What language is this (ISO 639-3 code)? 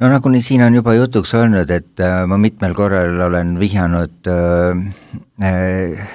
est